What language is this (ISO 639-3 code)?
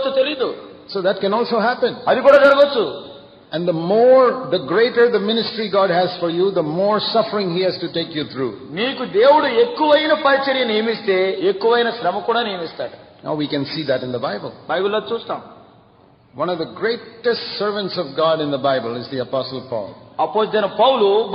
tel